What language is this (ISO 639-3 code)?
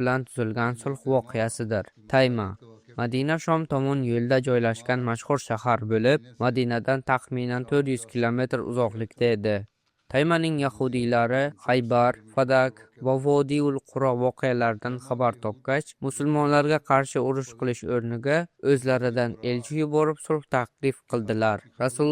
uzb